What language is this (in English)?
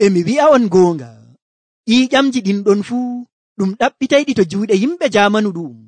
Nigerian Fulfulde